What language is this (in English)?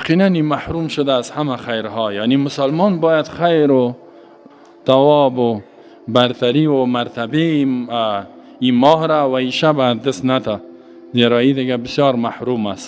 Persian